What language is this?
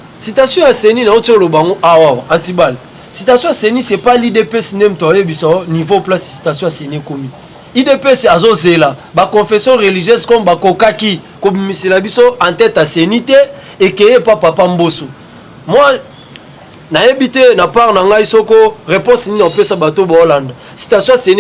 Lingala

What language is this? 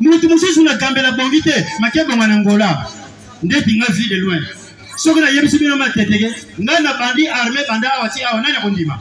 Lingala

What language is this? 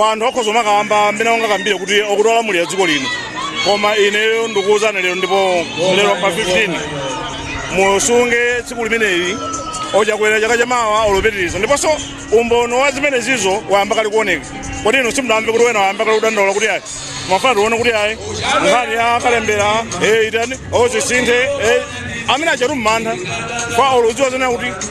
Nyanja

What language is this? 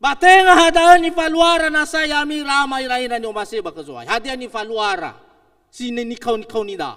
Nias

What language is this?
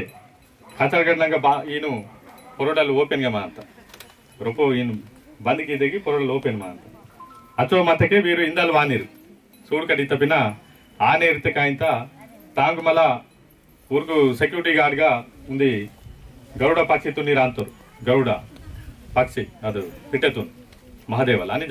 Aheri Gondi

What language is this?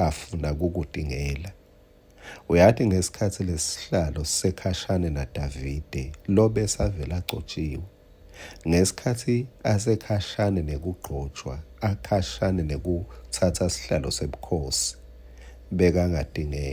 Swati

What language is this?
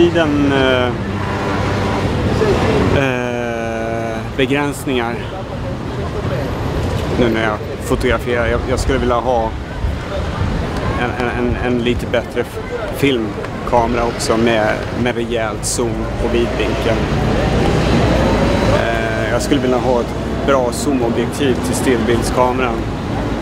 Swedish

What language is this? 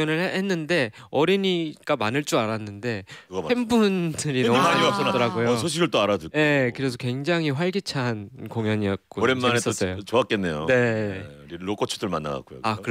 Korean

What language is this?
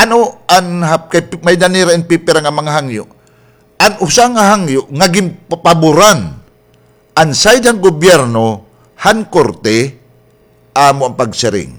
Waray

